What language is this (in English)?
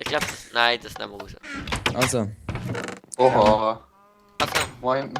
Swiss German